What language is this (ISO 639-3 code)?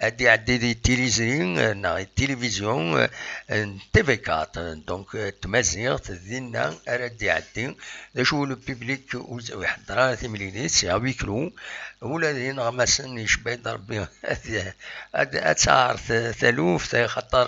kab